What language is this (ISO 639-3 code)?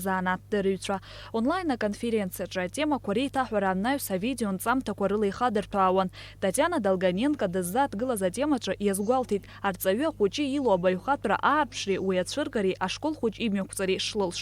abk